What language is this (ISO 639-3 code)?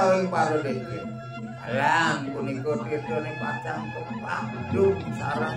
ban